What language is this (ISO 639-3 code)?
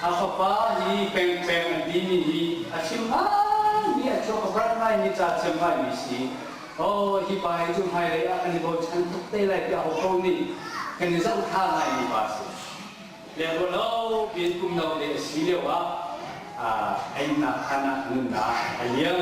cnh